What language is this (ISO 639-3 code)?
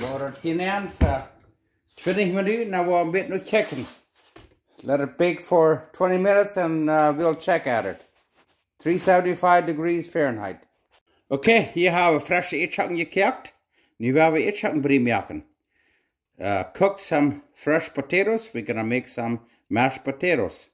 pdt